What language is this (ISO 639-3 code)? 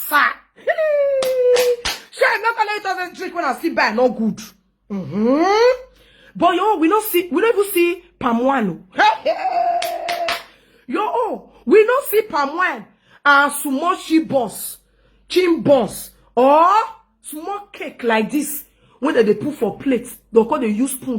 pcm